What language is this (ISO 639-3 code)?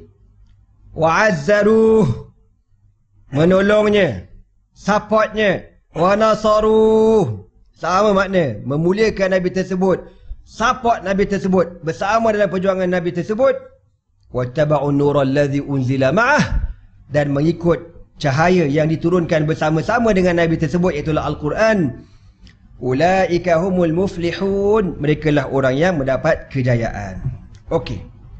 msa